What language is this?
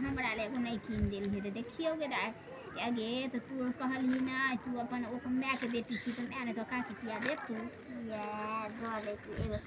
Maithili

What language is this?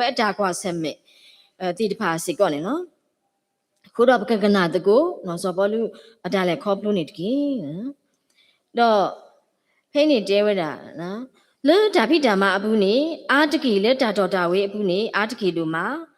S'gaw Karen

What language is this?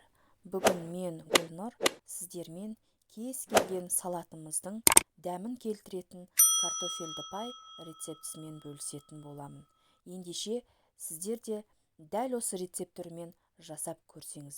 Kazakh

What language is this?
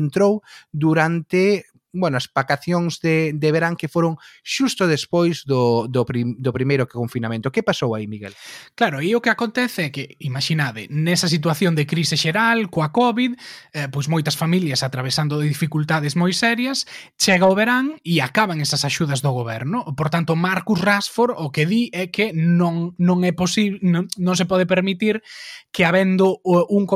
Galician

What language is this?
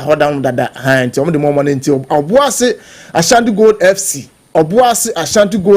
Akan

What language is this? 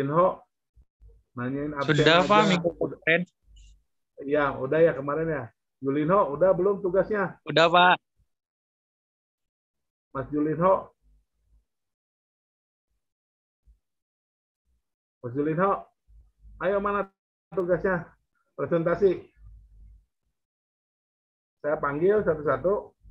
Indonesian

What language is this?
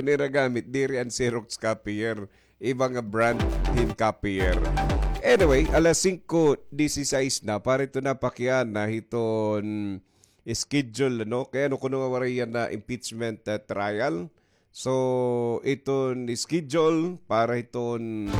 Waray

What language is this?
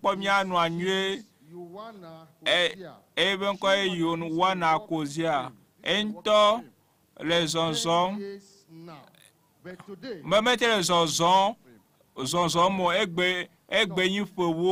Ewe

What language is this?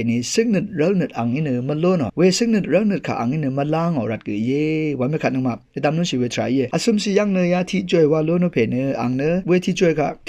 Rawang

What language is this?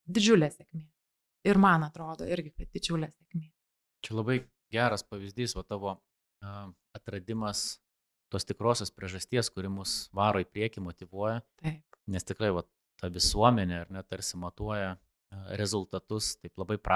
Lithuanian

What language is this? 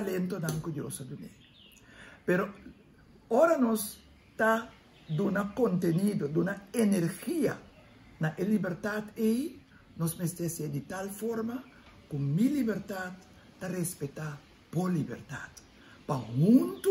Papiamento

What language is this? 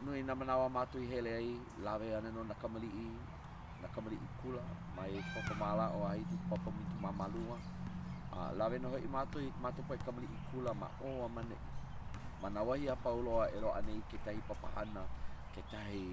Hawaiian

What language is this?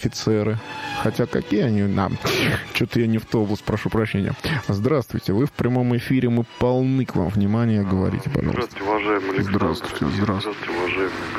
Russian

